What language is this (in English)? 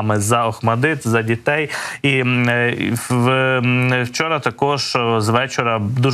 Ukrainian